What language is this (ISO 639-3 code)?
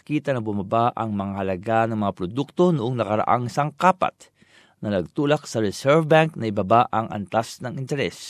fil